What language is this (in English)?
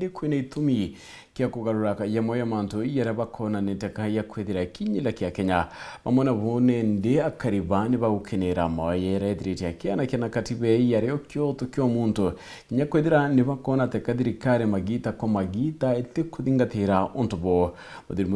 Meru